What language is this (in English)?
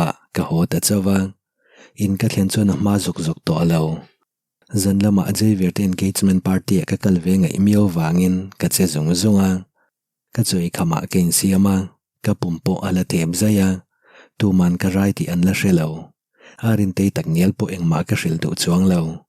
Mizo